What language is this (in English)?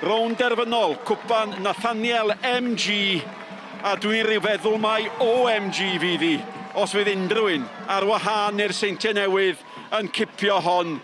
Welsh